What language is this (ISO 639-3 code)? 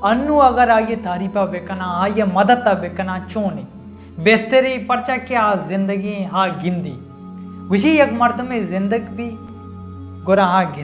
bal